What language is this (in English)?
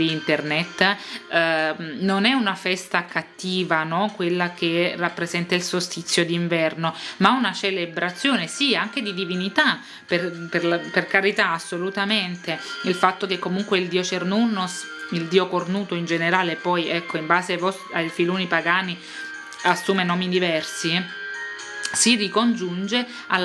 Italian